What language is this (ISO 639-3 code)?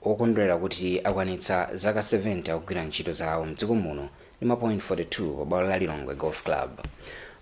nya